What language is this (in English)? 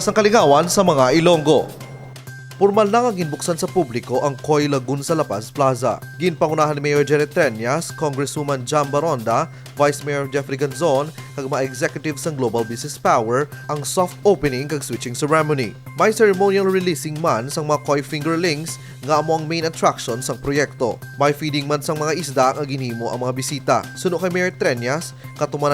Hiligaynon